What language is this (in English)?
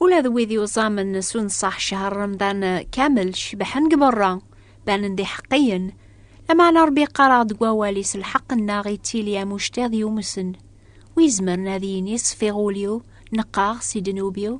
Kabyle